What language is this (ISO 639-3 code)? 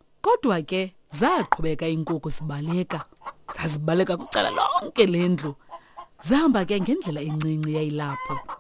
xho